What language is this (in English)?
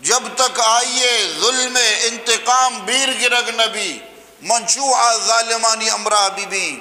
Eastern Balochi